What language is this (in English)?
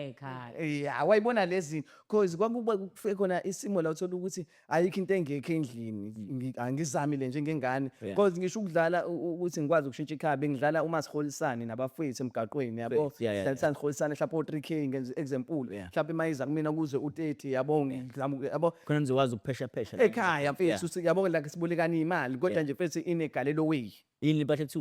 Zulu